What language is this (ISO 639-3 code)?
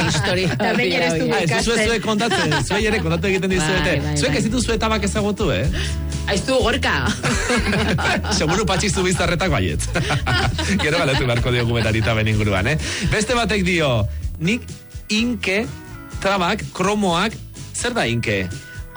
eus